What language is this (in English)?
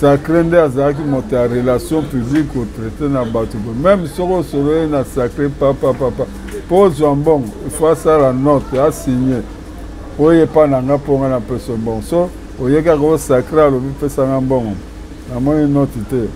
Lingala